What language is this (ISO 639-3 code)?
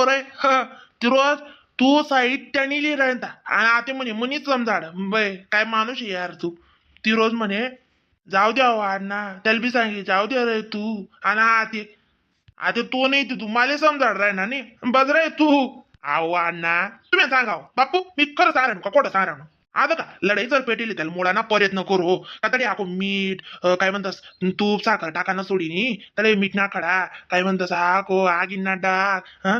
khn